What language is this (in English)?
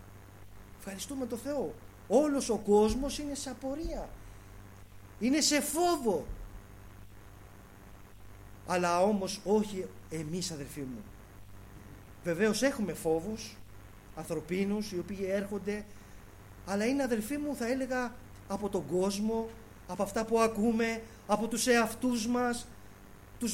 Greek